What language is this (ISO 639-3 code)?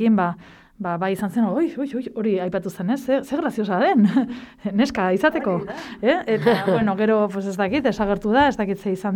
eus